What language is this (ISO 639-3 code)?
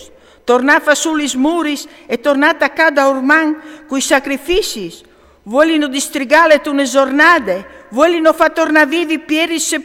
fur